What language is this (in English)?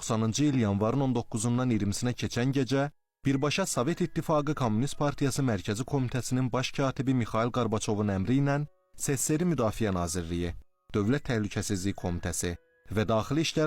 Azerbaijani